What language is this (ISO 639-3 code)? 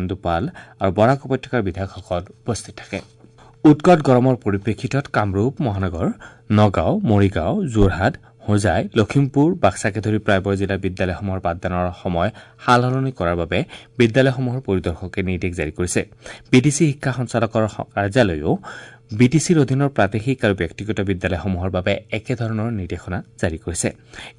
asm